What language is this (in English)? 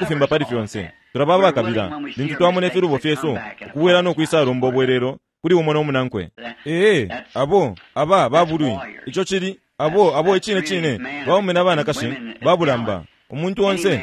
Bemba